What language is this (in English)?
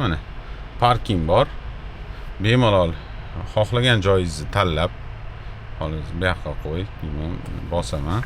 Uzbek